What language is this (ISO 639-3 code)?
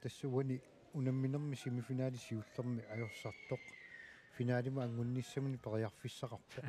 kal